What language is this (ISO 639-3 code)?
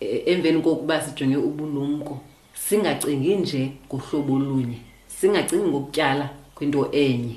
xho